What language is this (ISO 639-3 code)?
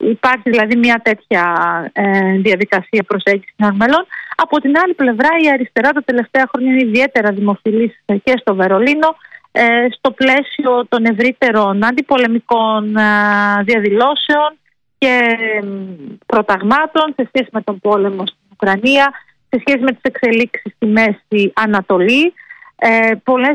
ell